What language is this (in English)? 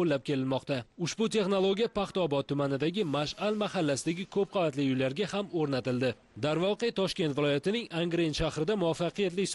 Uzbek